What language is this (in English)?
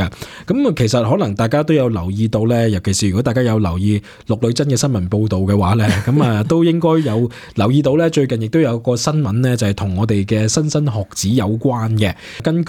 Cantonese